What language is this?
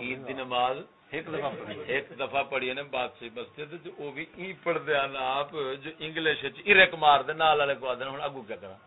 Saraiki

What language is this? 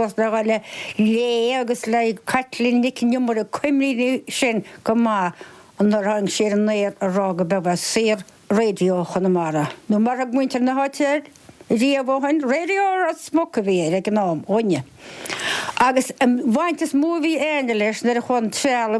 Irish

